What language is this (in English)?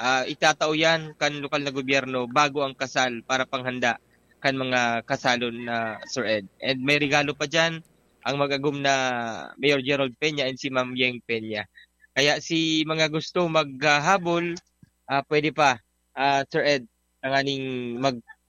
Bikol